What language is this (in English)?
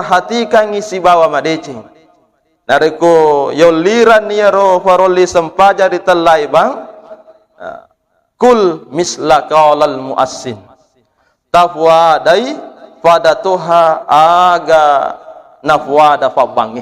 Buginese